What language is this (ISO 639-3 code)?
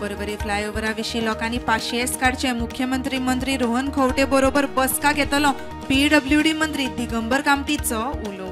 kok